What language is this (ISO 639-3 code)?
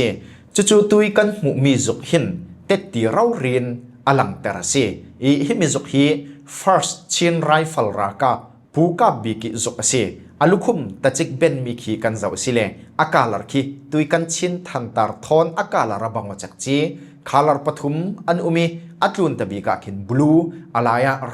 cfm